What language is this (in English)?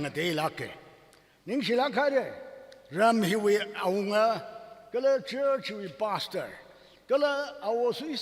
Tangkhul Naga (India)